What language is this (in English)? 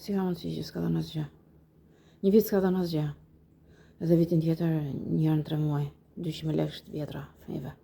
Albanian